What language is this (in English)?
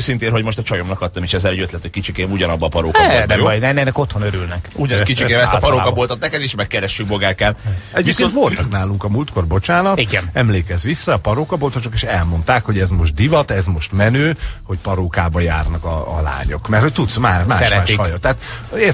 Hungarian